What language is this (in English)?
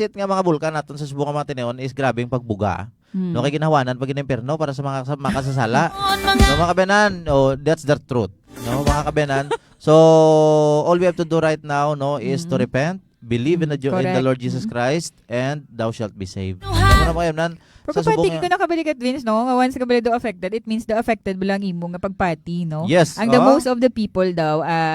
Hiligaynon